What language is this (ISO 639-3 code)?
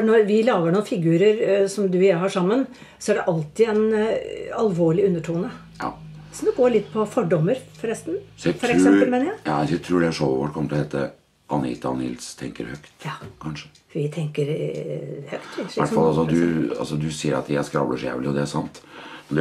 nor